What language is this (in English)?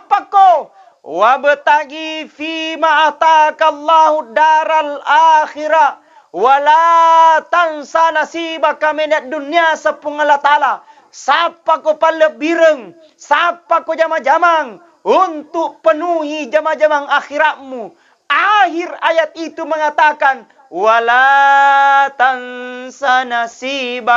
Buginese